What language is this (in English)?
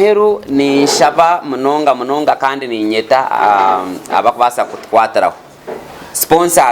Nyankole